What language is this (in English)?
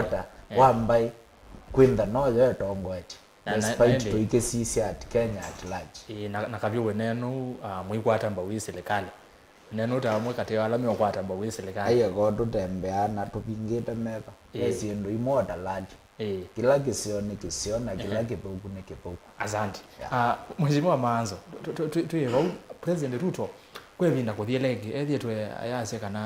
Kamba